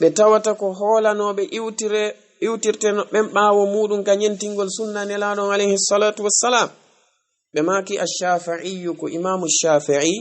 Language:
Fula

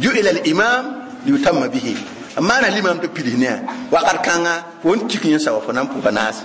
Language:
Mossi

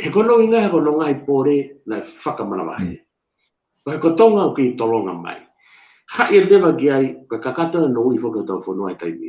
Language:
Tongan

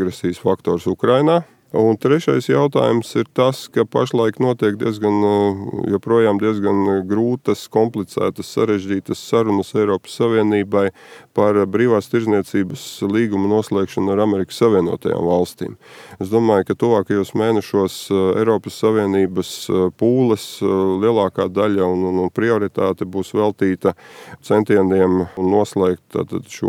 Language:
Latvian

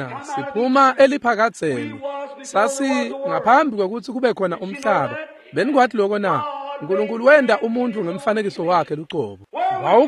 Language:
Swati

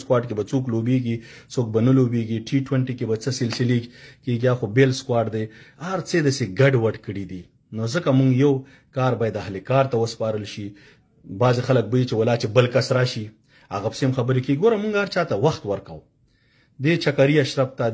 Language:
Pashto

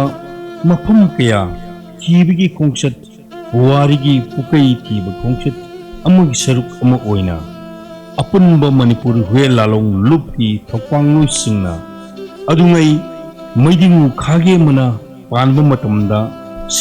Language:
Manipuri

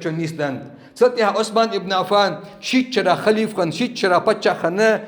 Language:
Ingush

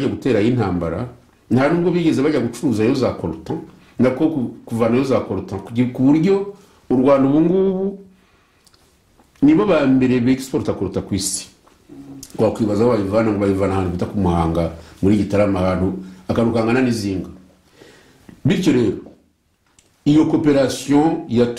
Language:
Kinyarwanda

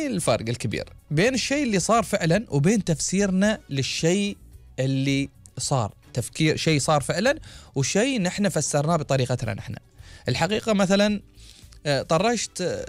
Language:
Gulf Arabic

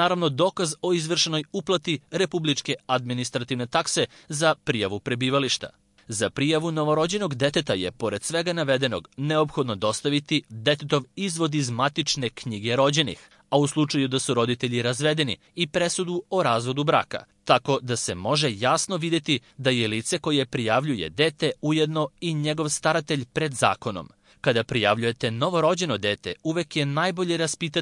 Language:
Serbian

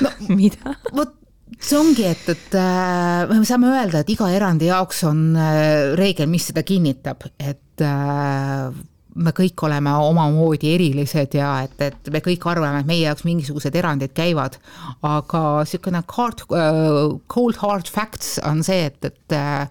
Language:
Estonian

